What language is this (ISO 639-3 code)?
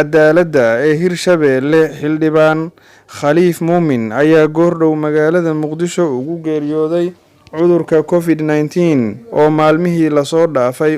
som